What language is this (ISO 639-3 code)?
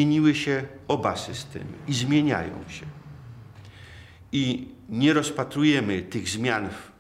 pol